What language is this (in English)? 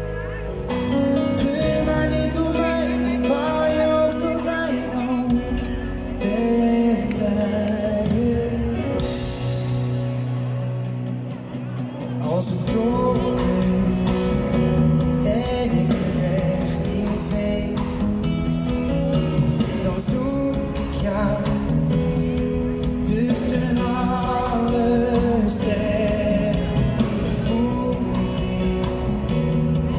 Dutch